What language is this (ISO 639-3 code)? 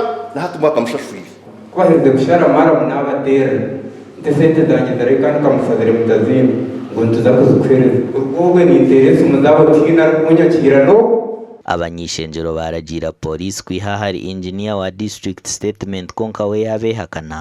nyn